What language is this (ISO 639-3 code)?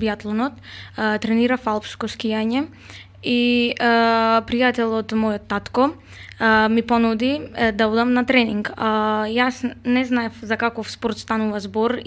mkd